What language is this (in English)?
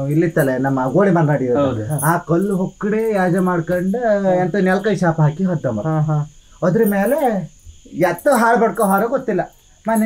Kannada